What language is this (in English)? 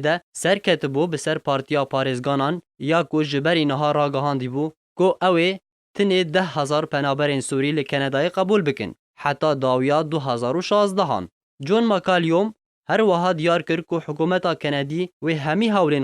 Kurdish